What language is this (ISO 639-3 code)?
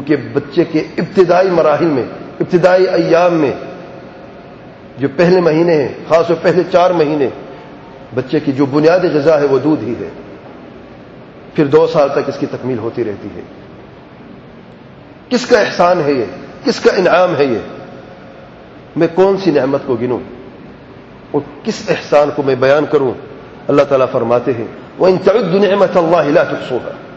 urd